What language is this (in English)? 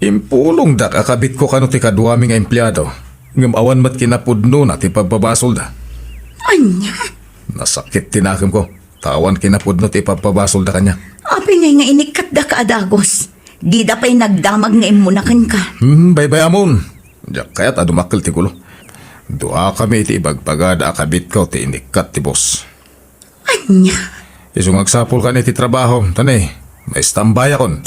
Iloko